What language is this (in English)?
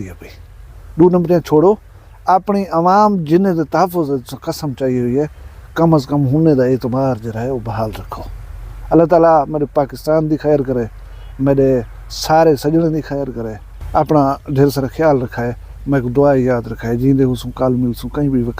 Saraiki